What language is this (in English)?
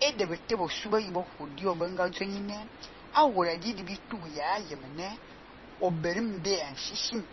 Fang